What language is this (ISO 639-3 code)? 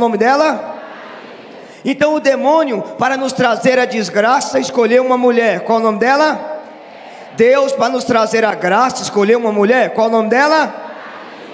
por